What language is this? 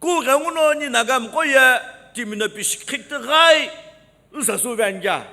Sumi Naga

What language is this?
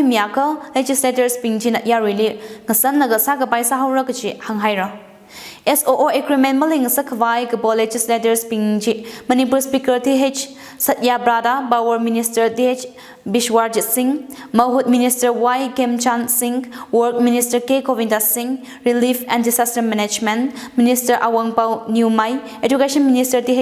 Tangkhul Naga (India)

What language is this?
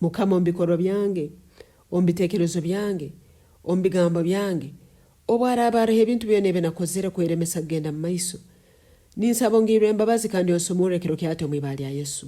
Nyoro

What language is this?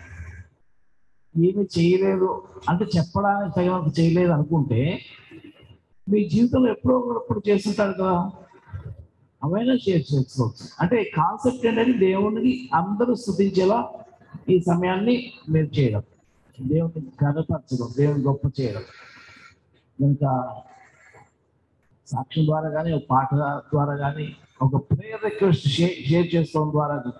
Telugu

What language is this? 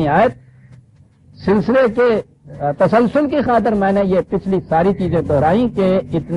Urdu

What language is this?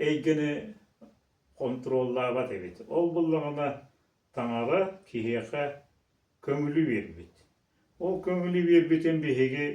Yakut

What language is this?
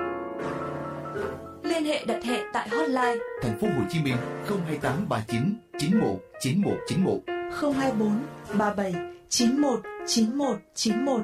Vietnamese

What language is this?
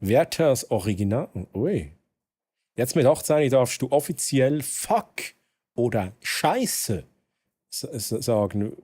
Swiss German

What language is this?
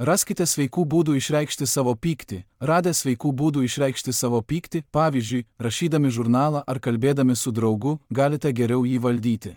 Lithuanian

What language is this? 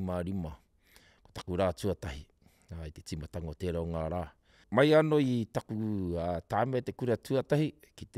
Māori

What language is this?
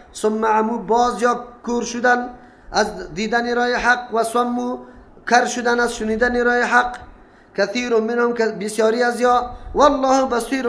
Persian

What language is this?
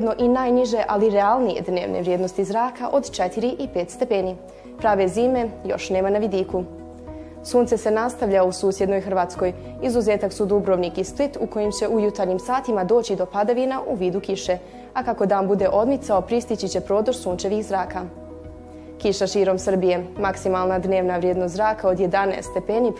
Bosnian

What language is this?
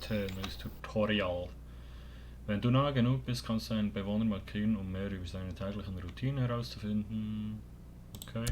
Swiss German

